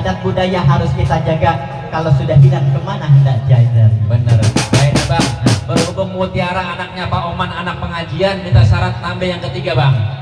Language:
Betawi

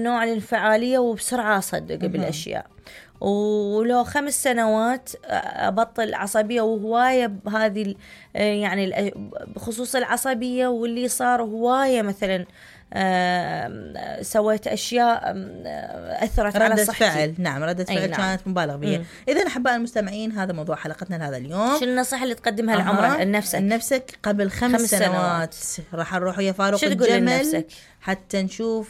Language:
Mesopotamian Arabic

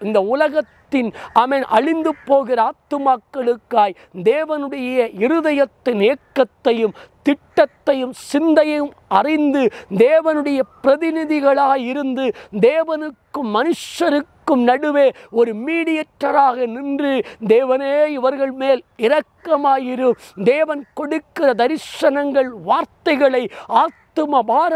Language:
Tamil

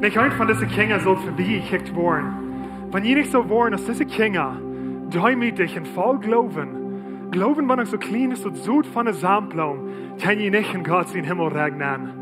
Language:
Plautdietsch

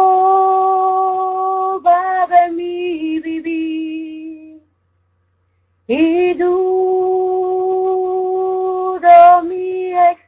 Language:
Spanish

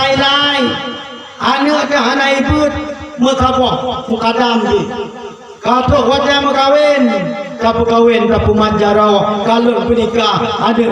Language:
Achinese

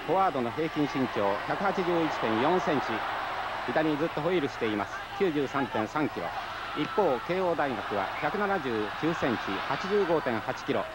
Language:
Japanese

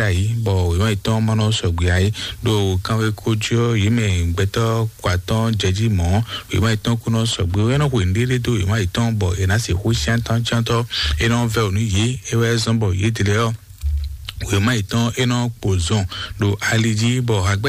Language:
Fon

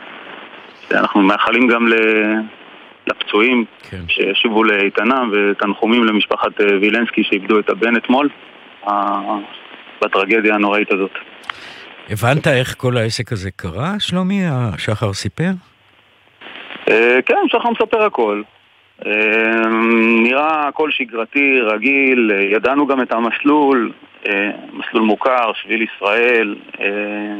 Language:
Hebrew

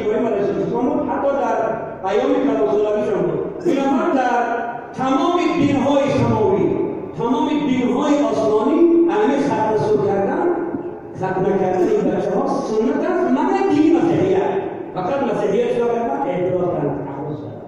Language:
Tajik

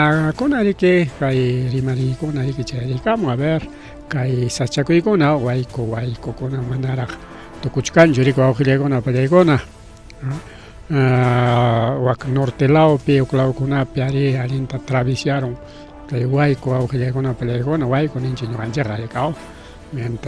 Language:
Ayacucho Quechua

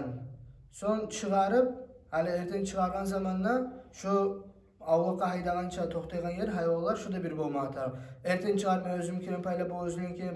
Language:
Kumyk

